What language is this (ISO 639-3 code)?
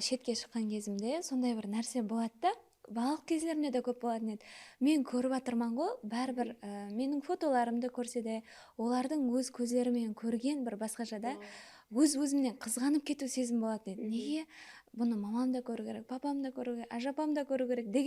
kaa